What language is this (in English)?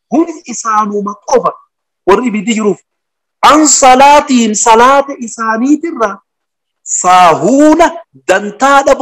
Oromo